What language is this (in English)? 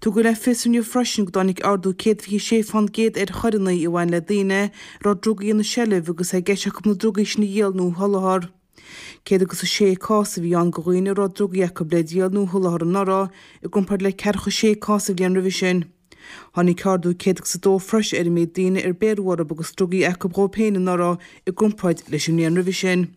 Irish